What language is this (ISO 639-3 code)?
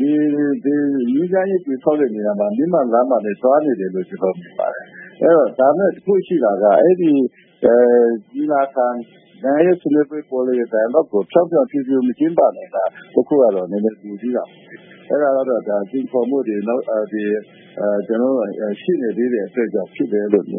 mya